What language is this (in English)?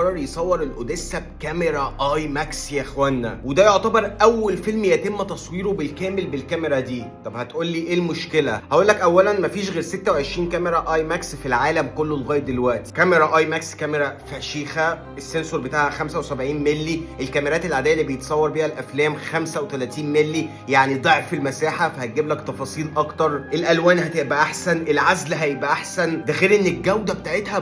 Egyptian Arabic